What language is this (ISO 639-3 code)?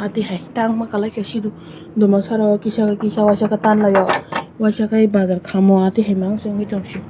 trp